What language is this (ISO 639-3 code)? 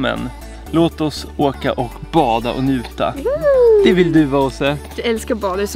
swe